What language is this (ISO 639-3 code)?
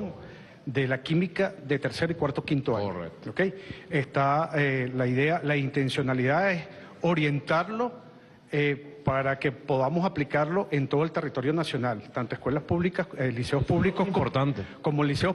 spa